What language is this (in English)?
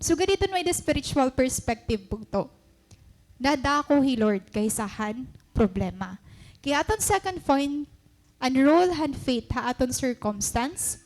Waray